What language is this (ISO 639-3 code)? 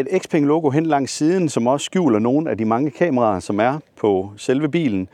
dan